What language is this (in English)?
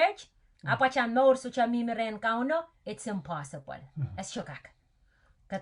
Pohnpeian